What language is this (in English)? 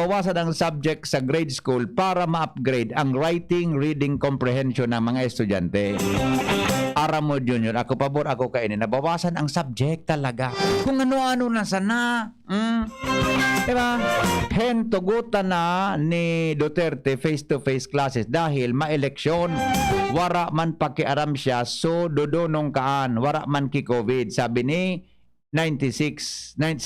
Bikol